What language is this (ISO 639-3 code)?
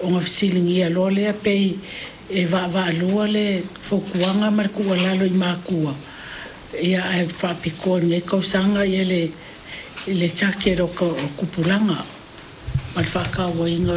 smo